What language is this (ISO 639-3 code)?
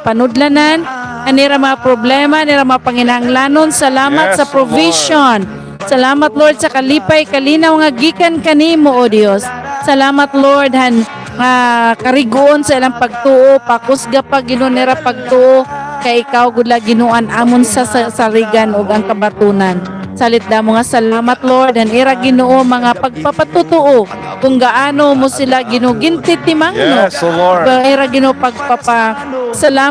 war